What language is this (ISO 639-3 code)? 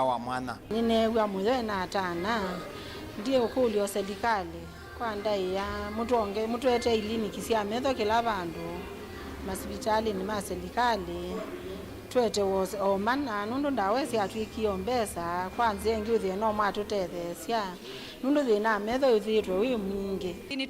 kam